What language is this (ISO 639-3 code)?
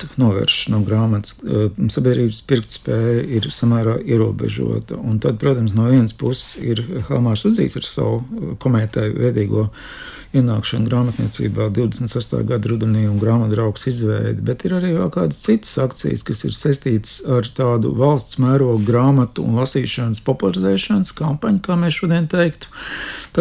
lav